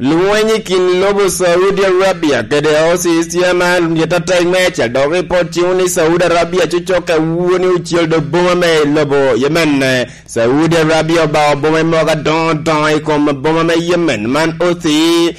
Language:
Lango (Uganda)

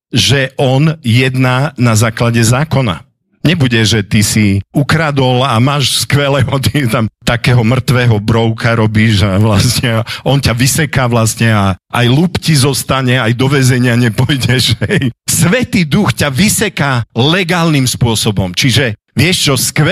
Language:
Slovak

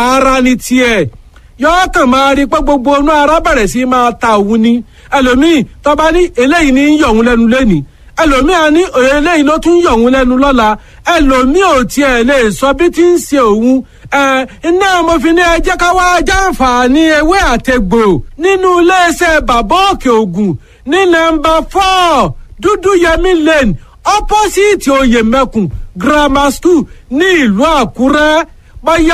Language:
Yoruba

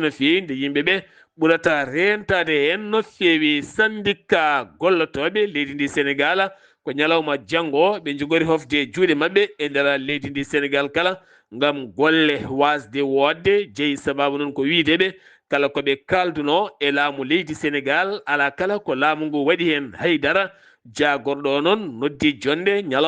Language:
Fula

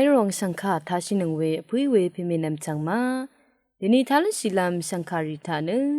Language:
Rawang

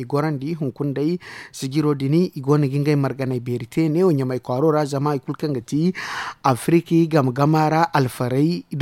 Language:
Zarma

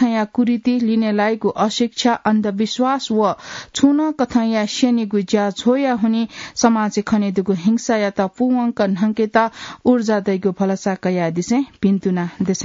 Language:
Newari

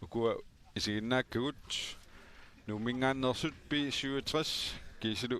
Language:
Kalaallisut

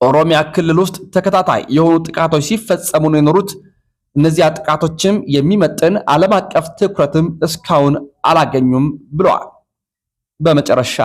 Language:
Amharic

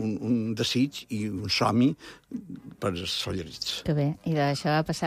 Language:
Catalan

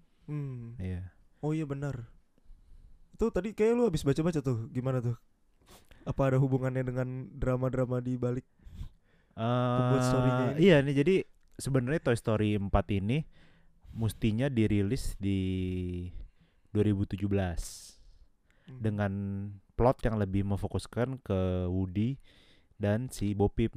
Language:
Indonesian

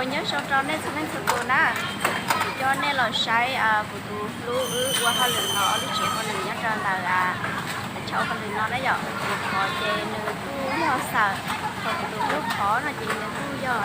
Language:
Hmong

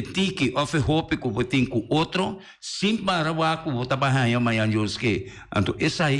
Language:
Papiamento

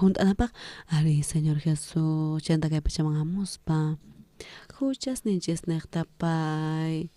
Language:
South Bolivian Quechua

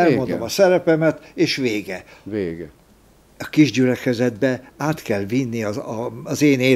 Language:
Hungarian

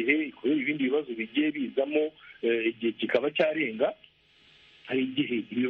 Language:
Kinyarwanda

